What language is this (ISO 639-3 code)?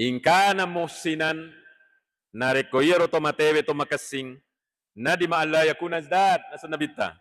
bug